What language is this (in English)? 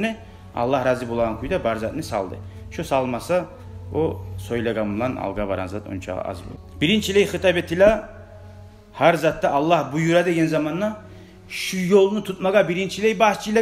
Kumyk